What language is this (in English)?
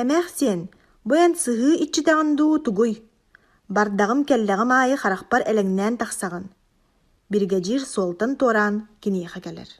Yakut